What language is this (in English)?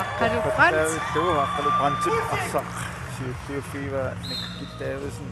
Kalaallisut